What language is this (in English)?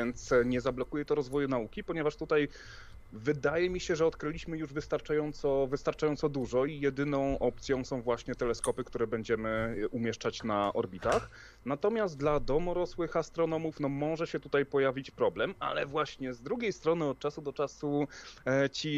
Polish